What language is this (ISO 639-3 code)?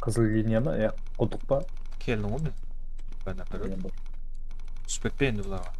kaa